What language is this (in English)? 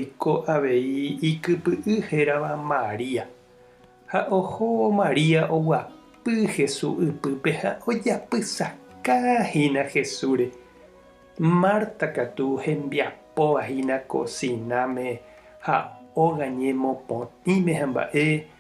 Guarani